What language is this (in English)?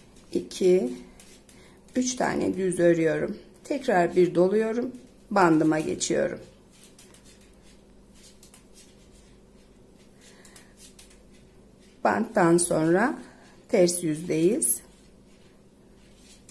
Turkish